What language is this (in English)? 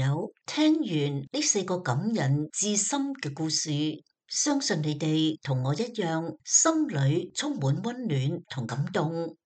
Cantonese